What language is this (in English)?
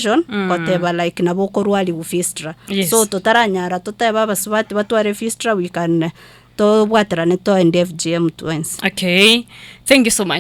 Gusii